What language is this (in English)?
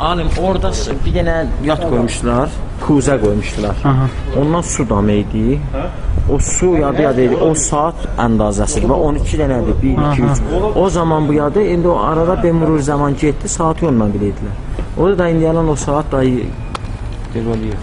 South Azerbaijani